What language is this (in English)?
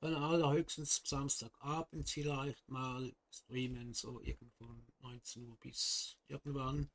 Swiss German